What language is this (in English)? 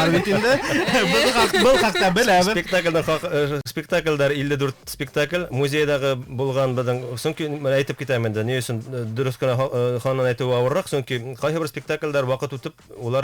Bashkir